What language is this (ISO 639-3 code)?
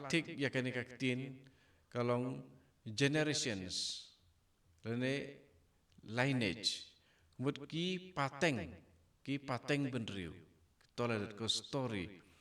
kha